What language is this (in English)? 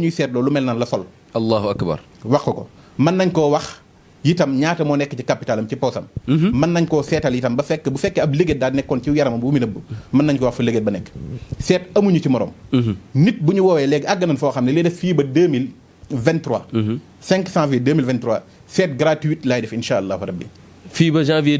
Wolof